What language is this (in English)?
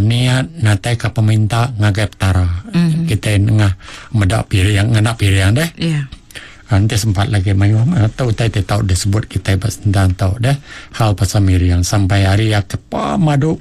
Iban